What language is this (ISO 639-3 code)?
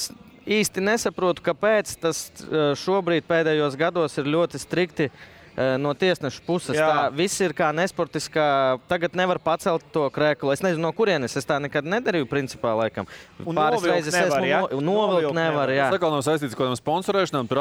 lav